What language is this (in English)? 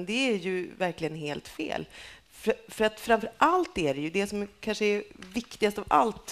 Swedish